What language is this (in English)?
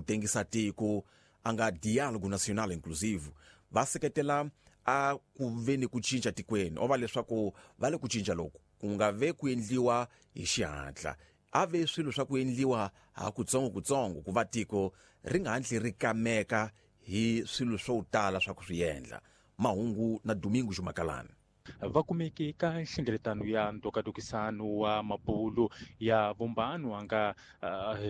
Tsonga